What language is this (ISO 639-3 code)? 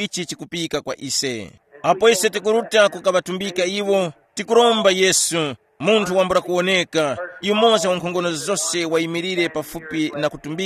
tum